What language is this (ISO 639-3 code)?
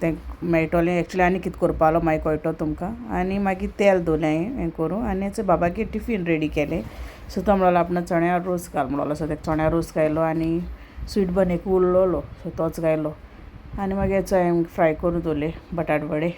kok